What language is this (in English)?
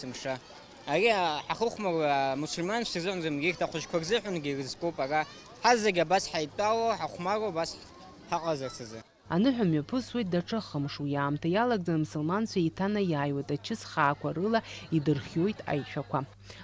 Abkhazian